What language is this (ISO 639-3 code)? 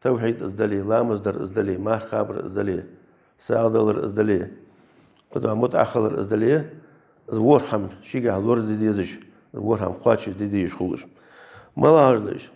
inh